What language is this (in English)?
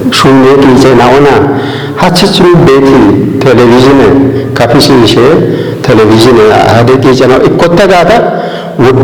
Kafa